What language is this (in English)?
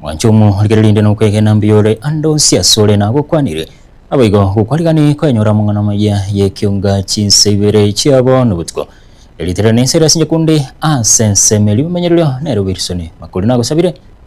Gusii